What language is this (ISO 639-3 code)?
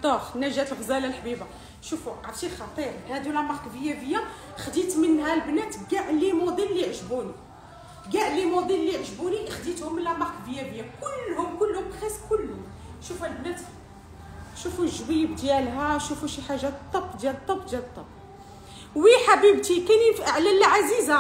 ary